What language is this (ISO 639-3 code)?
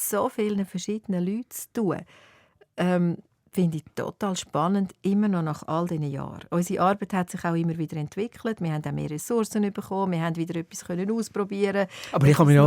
gsw